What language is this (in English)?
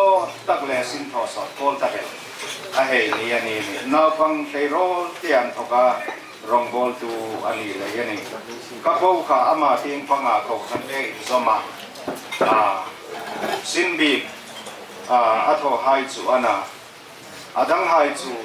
Hmar